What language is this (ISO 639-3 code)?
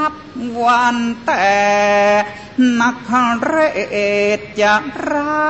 tha